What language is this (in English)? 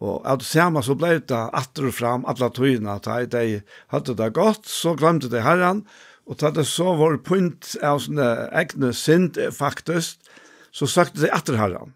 Faroese